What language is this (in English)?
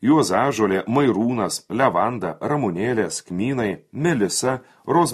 Lithuanian